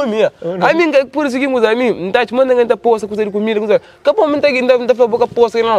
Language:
Kabuverdianu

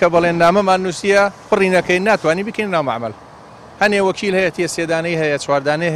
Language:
Central Kurdish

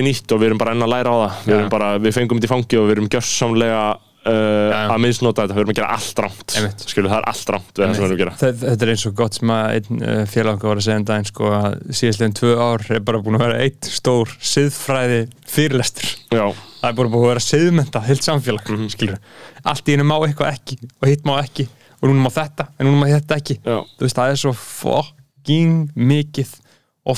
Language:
Icelandic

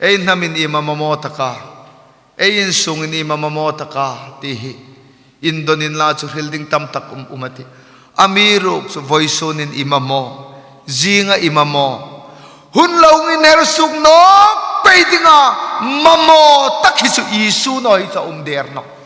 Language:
Hmar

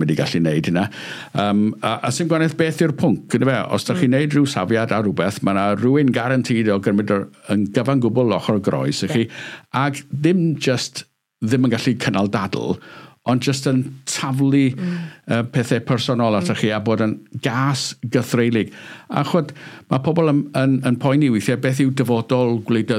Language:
Welsh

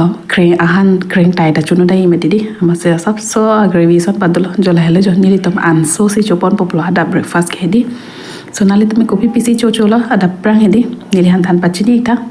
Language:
Karbi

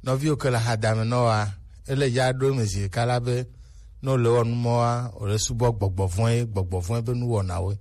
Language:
Gen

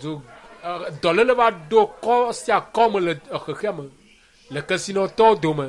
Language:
Ewe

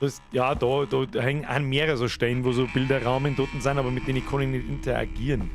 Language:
Bavarian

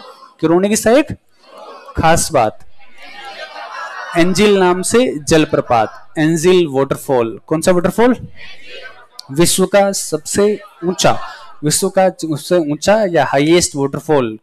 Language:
Hindi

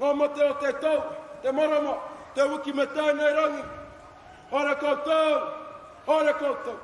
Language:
Māori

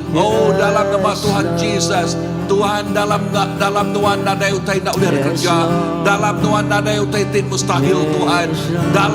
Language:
Iban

